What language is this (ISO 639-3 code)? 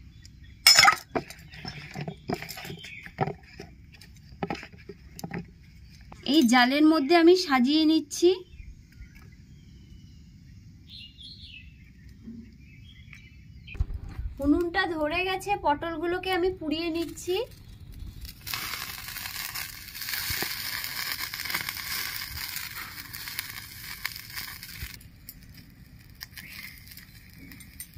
ben